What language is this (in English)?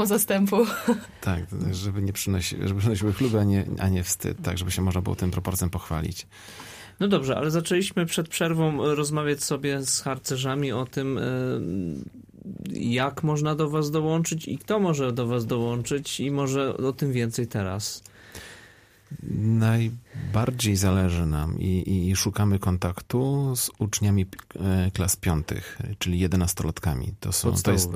Polish